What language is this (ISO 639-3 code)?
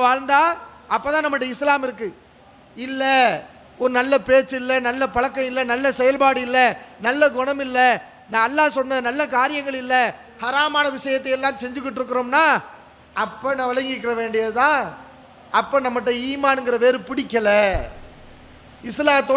tam